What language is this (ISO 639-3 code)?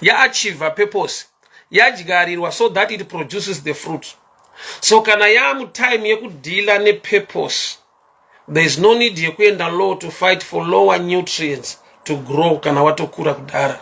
sna